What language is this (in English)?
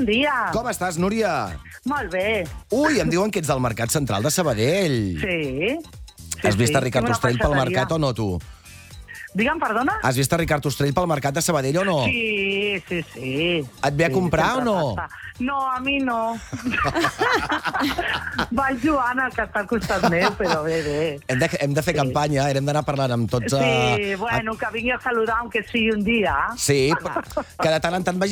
Catalan